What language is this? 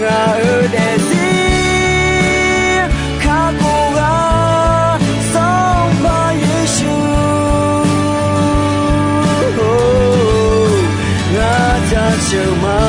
Akha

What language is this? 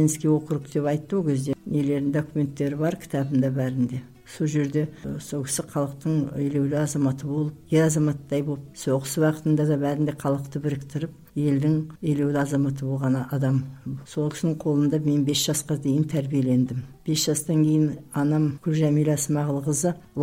Kazakh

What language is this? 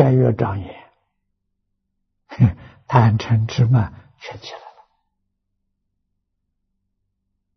Chinese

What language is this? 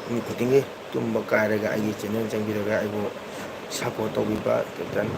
Manipuri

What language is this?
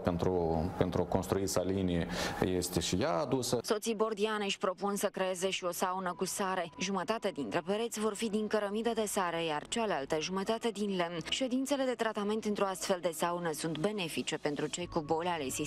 Romanian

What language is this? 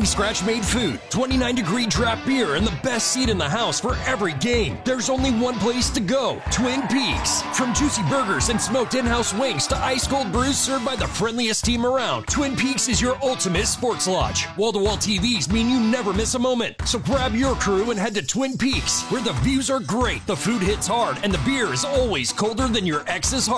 English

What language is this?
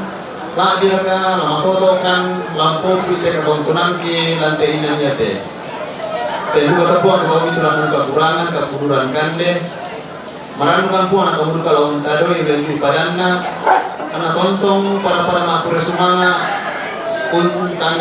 Toraja-Sa'dan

